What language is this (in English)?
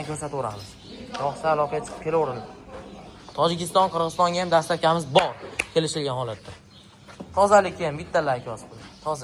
Uzbek